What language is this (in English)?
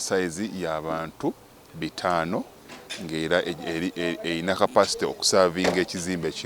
Ganda